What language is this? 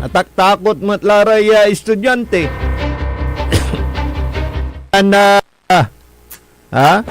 Pangasinan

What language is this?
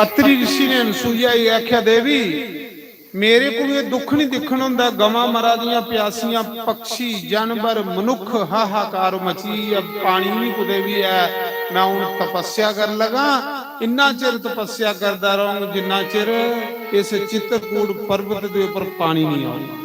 Dogri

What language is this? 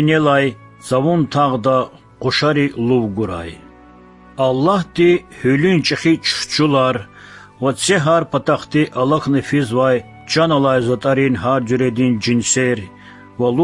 Lezghian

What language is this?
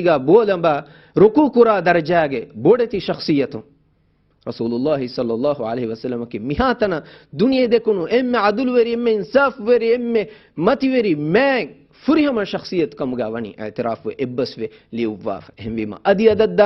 Divehi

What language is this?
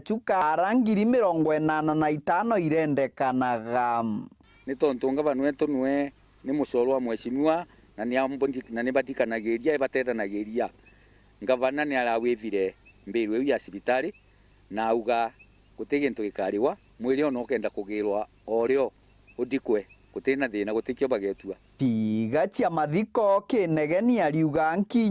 Meru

